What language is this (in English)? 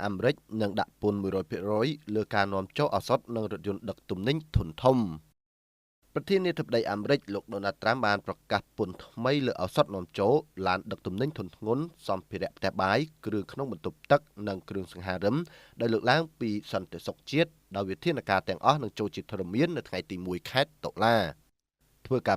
Khmer